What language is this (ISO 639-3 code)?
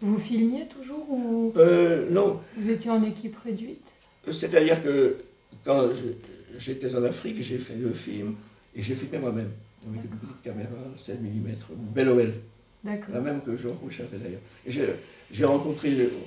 fra